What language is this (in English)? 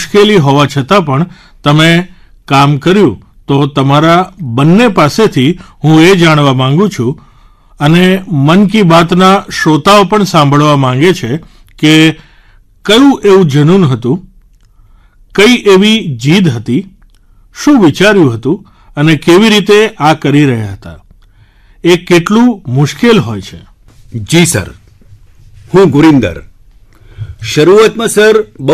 Gujarati